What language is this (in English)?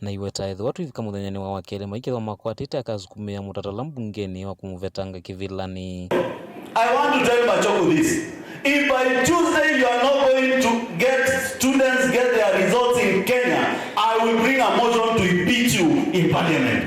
Kamba